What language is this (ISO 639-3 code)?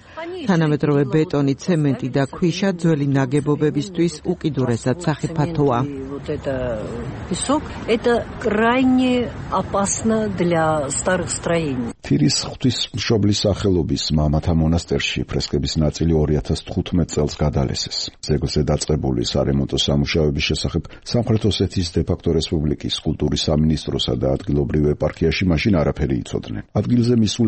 kat